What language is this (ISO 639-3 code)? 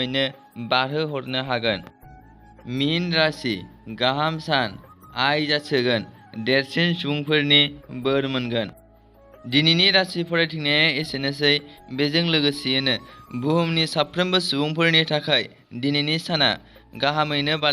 brx